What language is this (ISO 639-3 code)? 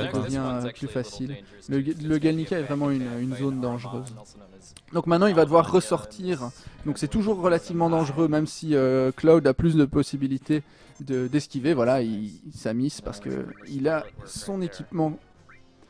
fra